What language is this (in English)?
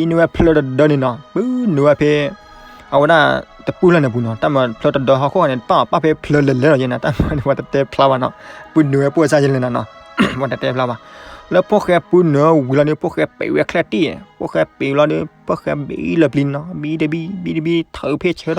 S'gaw Karen